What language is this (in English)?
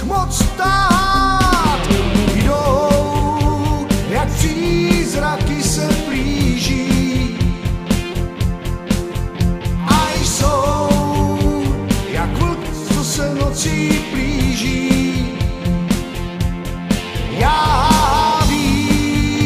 Czech